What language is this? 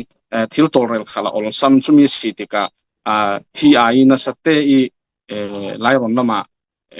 Falam Chin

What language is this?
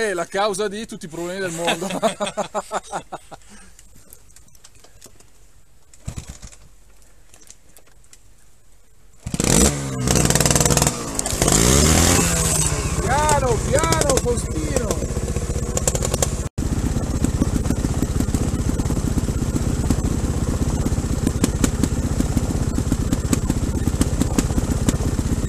Italian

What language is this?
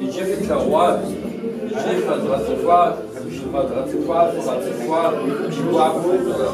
Kabardian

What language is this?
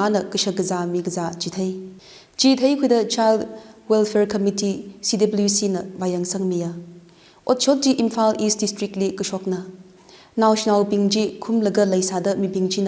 Tangkhul Naga (India)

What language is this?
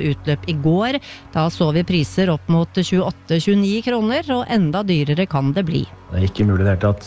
Norwegian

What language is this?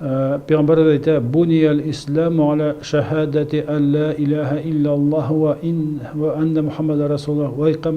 Bashkir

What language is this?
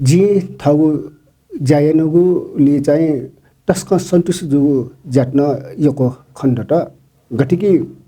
Newari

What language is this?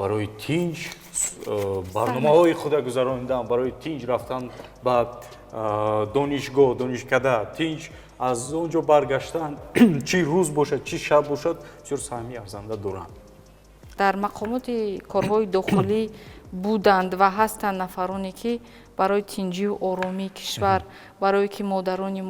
Tajik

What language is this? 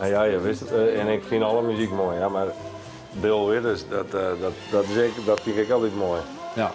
Western Frisian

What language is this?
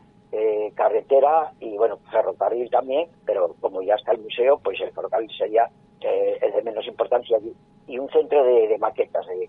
Spanish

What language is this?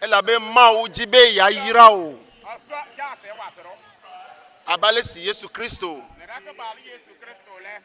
Ewe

